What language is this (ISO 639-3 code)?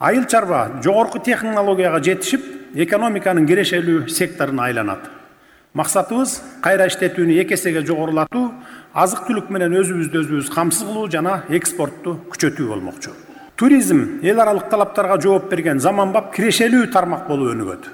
kir